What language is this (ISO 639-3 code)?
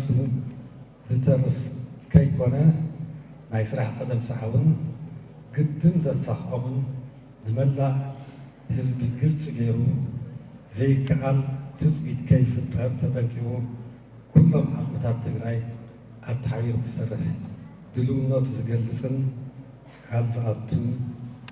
tir